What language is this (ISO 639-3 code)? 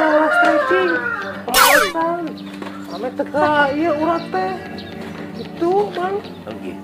sun